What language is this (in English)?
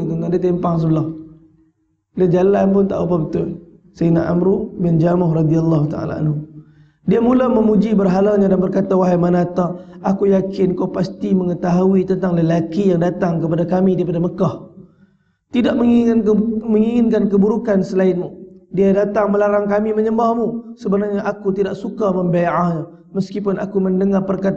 Malay